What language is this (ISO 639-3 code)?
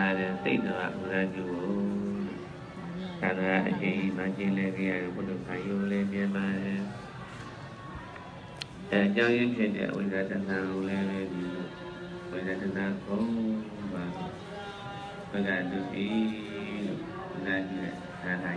mya